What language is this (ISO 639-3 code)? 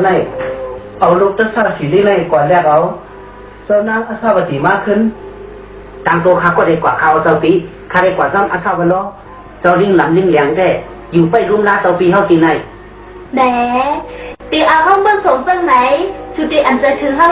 shn